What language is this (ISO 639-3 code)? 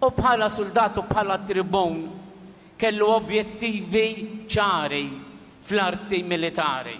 mlt